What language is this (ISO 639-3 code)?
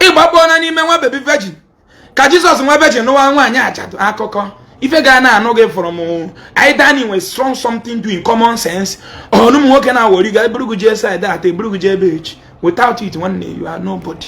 ibo